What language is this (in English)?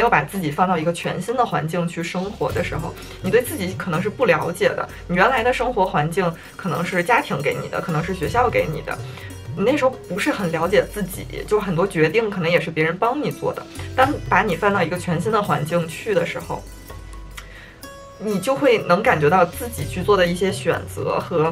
Chinese